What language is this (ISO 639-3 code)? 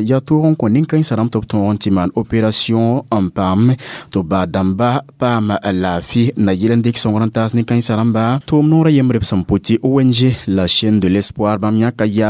mos